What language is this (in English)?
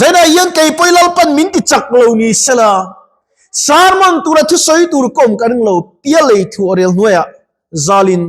Mizo